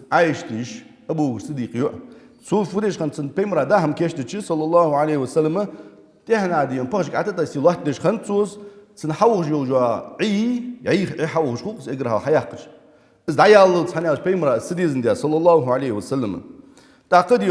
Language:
Ingush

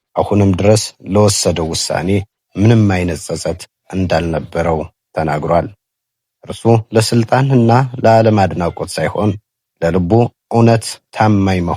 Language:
Amharic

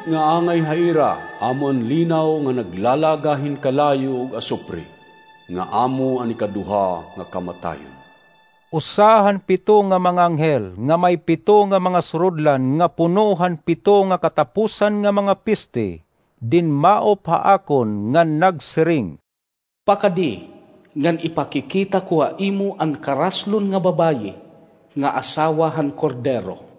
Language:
Waray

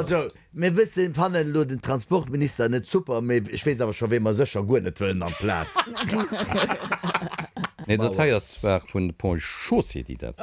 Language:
Luxembourgish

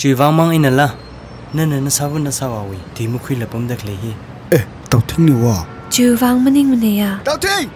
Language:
Tangkhul Naga (India)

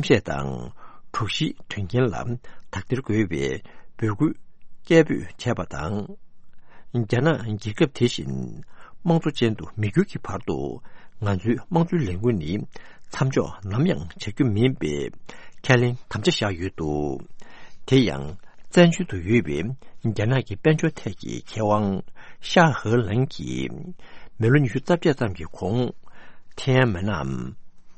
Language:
Tibetan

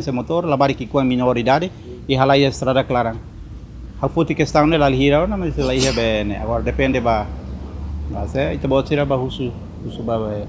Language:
Tetum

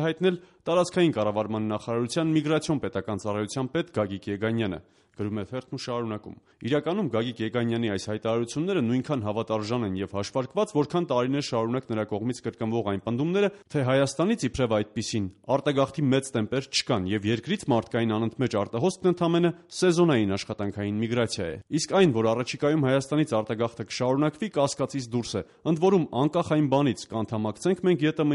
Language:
Armenian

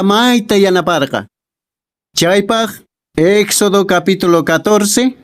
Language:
Quechua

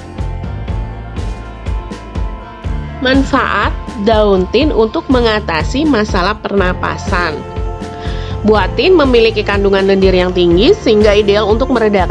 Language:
Indonesian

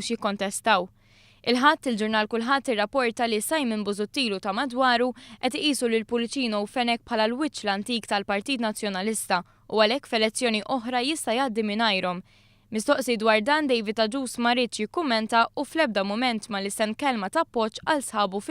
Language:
Maltese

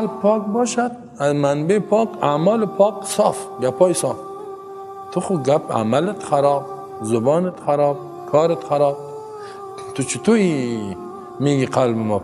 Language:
Persian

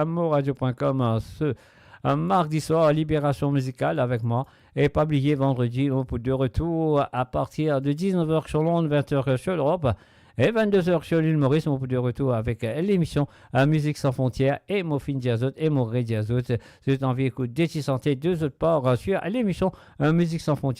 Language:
Morisyen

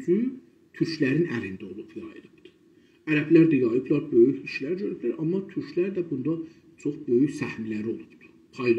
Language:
South Azerbaijani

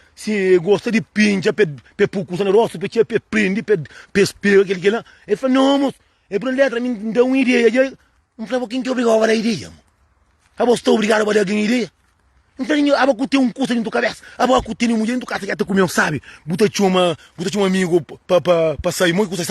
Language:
Kabuverdianu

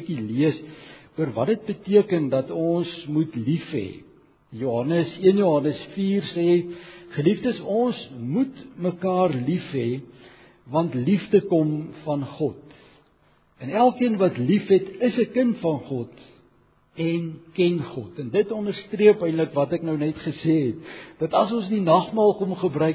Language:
Afrikaans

